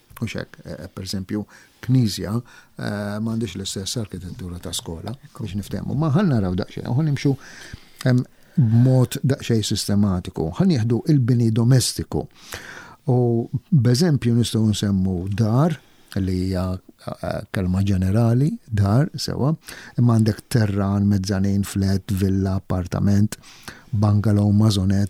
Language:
Maltese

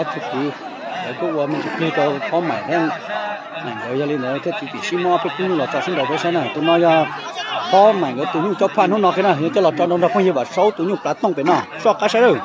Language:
Hmong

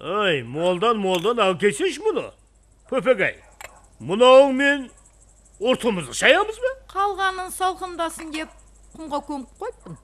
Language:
Kara-Kalpak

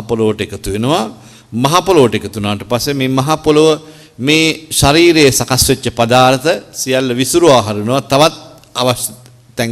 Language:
Sinhala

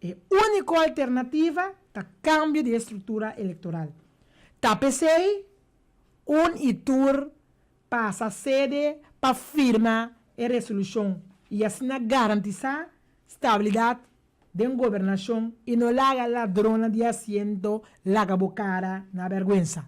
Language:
Papiamento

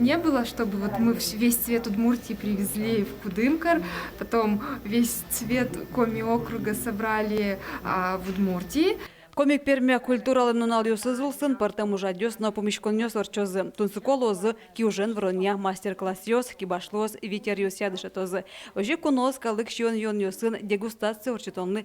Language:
Udmurt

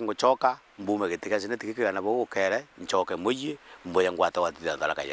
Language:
Meru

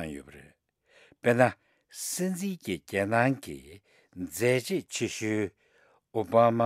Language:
Tibetan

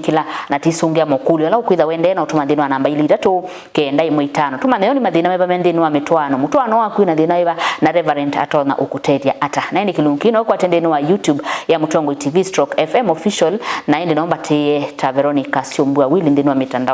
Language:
Kamba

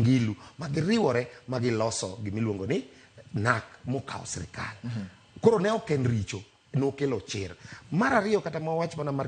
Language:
Luo (Kenya and Tanzania)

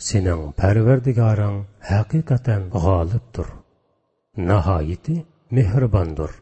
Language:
Uyghur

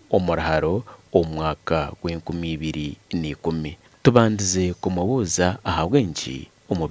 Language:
Nyankole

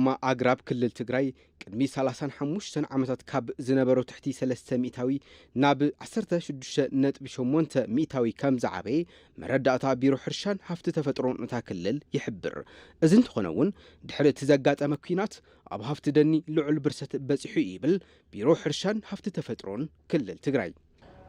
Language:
Tigrinya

